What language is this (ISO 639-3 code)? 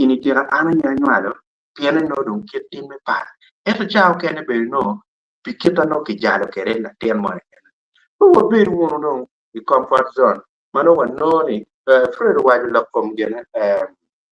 ach